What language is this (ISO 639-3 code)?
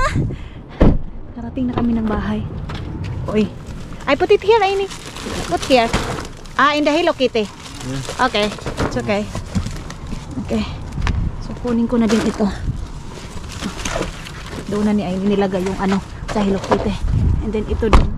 fil